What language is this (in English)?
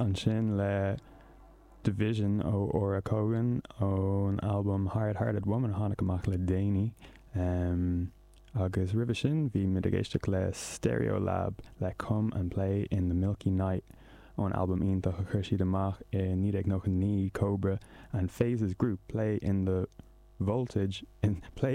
Irish